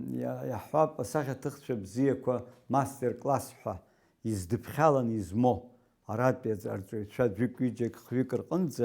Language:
Abkhazian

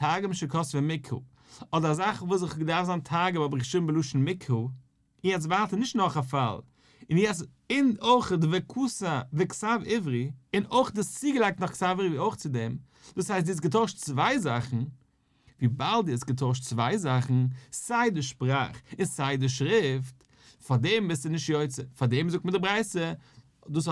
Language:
Yiddish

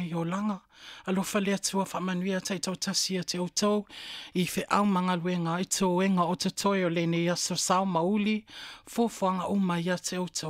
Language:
Samoan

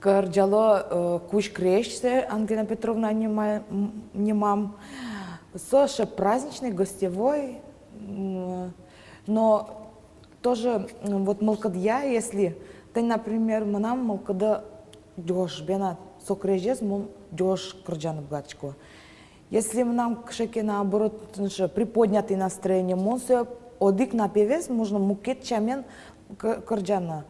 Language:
Udmurt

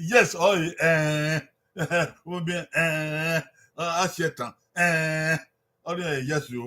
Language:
Bini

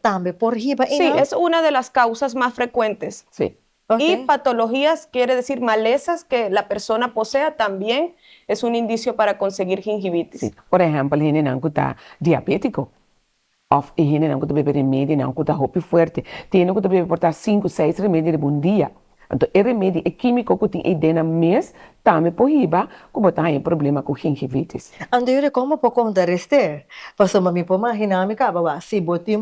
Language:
Papiamento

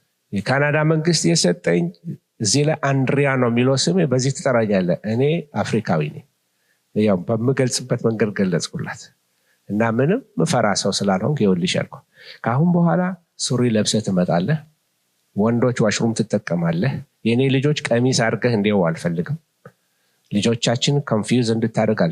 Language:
Amharic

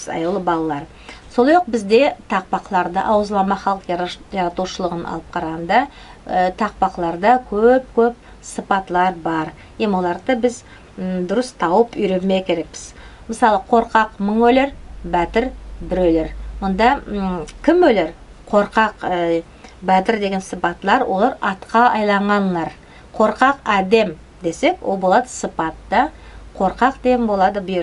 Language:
Nogai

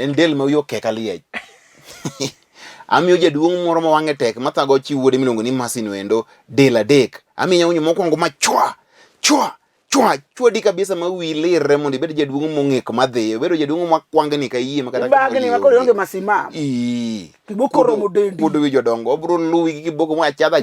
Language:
Luo (Kenya and Tanzania)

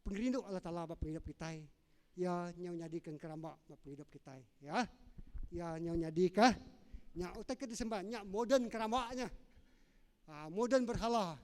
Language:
Iban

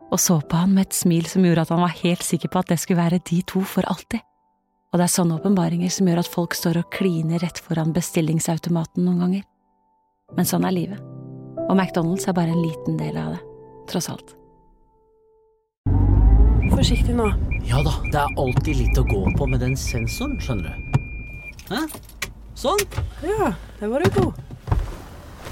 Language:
Norwegian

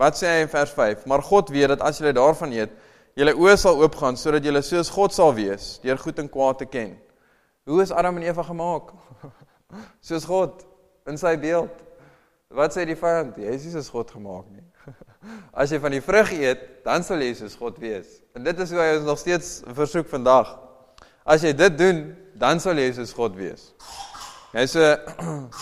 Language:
Afrikaans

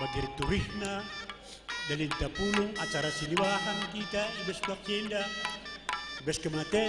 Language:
Batak Karo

